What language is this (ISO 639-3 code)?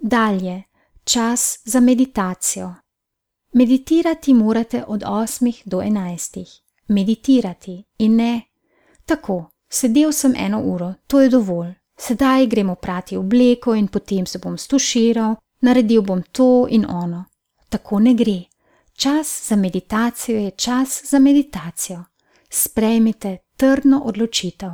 slv